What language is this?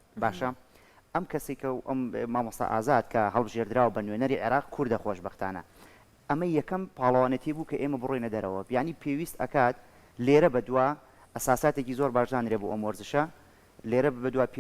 Central Kurdish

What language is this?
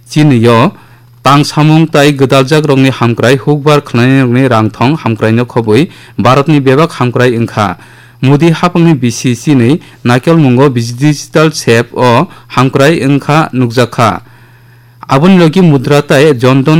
Kok Borok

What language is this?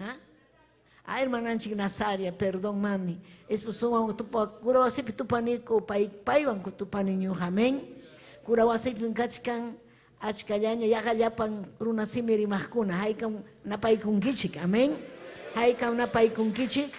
Ayacucho Quechua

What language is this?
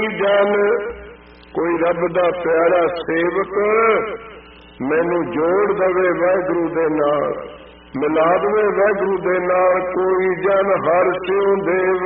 Punjabi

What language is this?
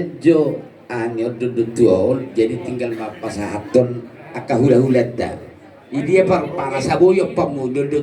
Batak Toba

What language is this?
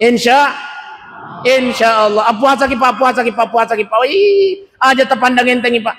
Buginese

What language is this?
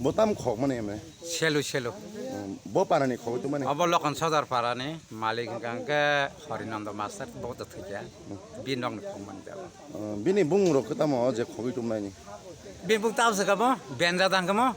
Kok Borok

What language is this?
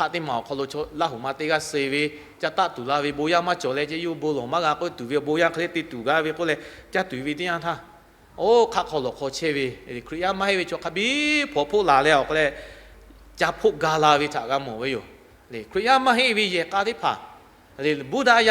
Lahu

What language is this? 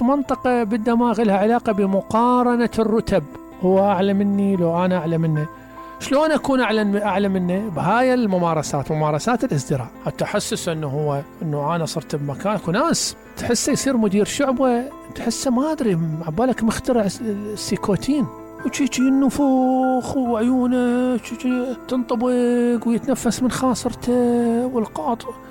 Mesopotamian Arabic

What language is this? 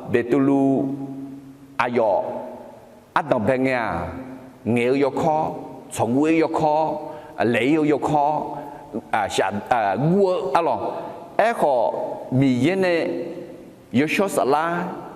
Akha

